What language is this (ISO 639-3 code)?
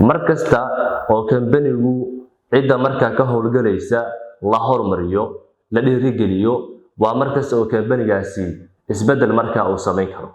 som